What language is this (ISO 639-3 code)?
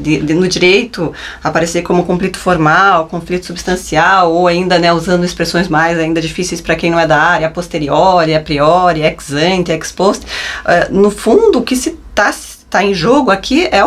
por